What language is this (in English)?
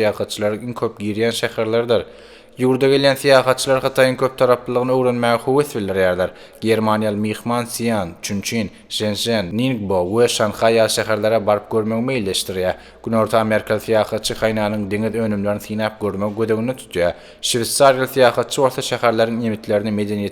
Turkmen